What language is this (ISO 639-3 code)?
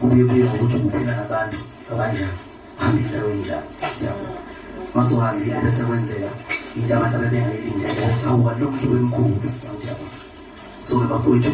zul